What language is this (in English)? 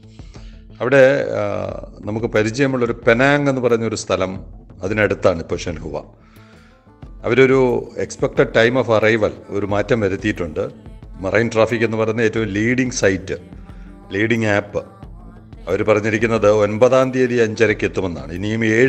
Malayalam